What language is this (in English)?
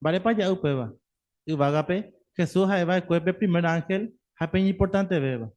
Guarani